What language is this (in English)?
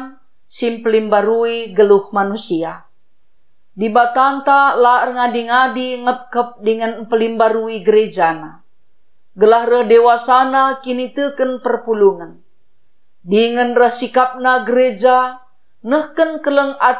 Batak Karo